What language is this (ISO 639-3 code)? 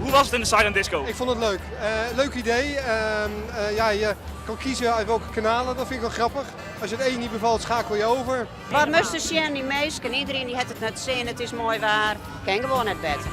fry